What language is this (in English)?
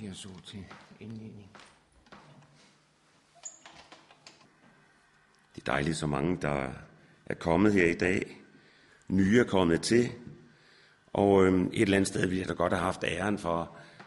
Danish